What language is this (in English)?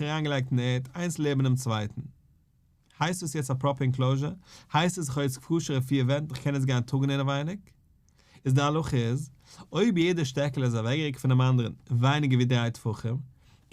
Yiddish